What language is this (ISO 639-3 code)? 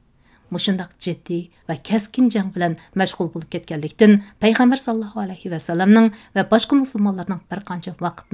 uig